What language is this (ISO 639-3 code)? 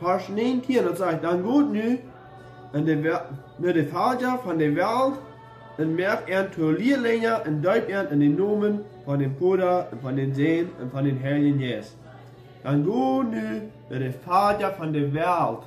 pdt